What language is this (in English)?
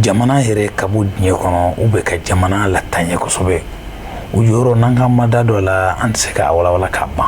Bambara